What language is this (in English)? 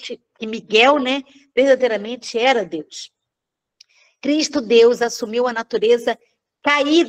Portuguese